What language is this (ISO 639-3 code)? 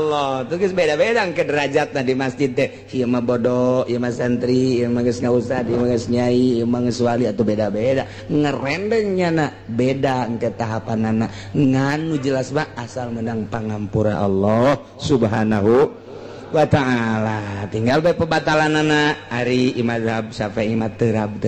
sun